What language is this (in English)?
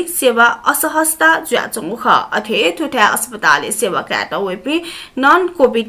Newari